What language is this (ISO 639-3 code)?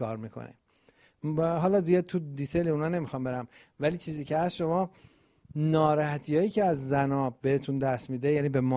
fas